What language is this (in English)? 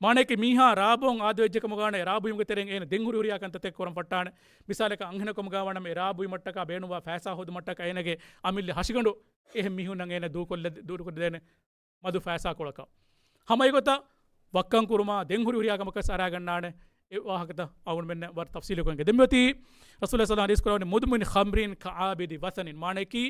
Divehi